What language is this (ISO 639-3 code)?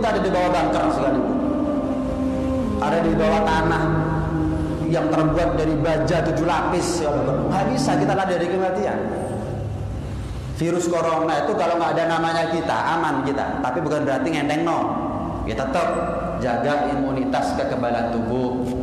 ind